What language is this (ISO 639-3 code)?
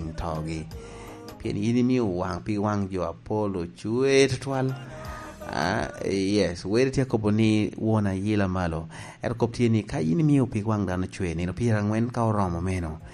laj